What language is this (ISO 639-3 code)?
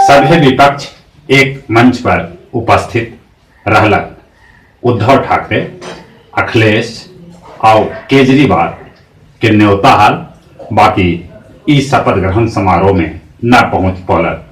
mag